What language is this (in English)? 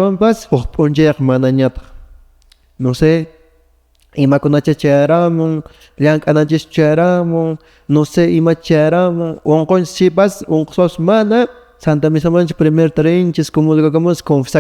Quechua